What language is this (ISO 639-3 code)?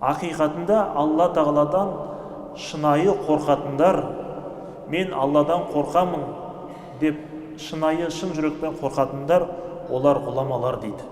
kaz